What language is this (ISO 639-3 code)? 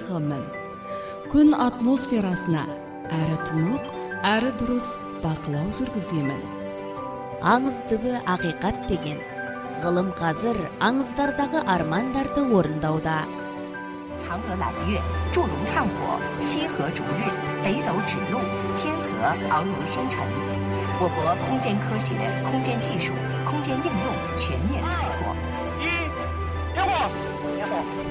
kaz